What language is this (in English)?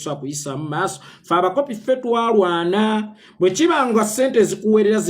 Ganda